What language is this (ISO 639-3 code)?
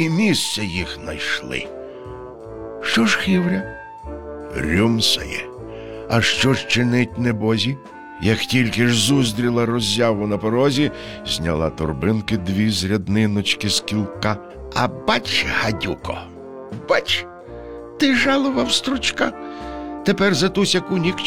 ukr